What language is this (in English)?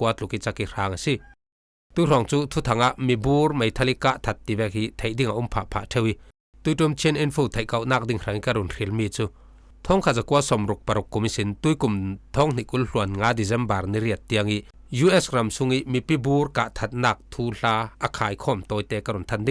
Falam Chin